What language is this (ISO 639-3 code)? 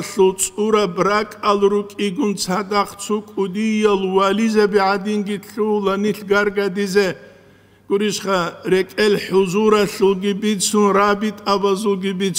ava